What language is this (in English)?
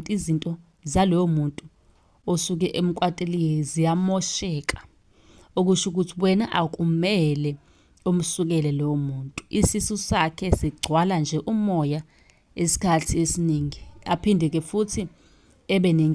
Zulu